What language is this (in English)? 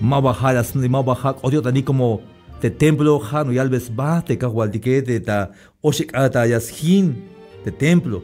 Tzeltal